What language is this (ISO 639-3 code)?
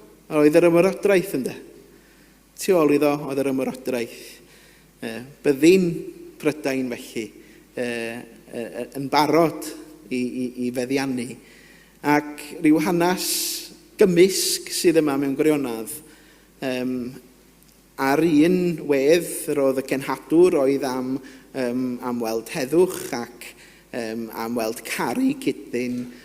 cym